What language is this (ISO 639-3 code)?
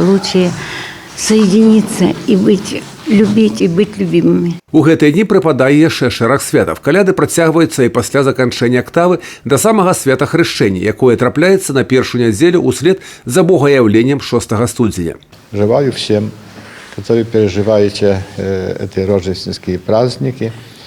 bel